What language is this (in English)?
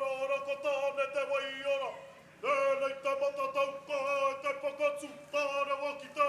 Māori